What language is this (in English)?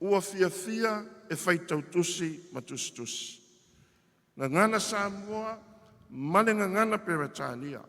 Samoan